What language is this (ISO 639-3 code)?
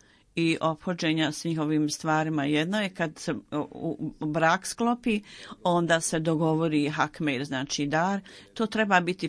bos